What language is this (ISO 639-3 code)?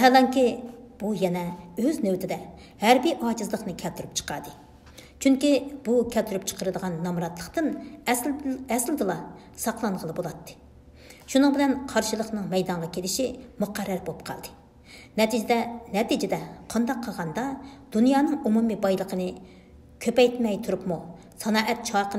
uig